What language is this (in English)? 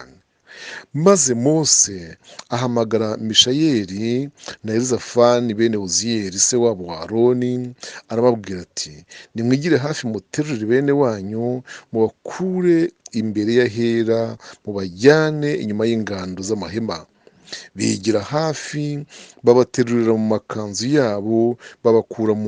Kinyarwanda